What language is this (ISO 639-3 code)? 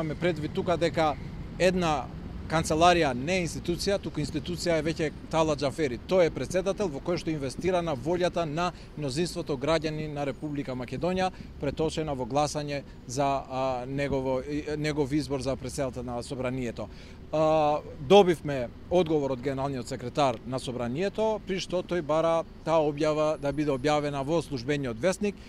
mkd